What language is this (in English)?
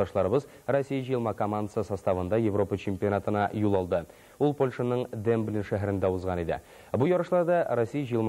Tatar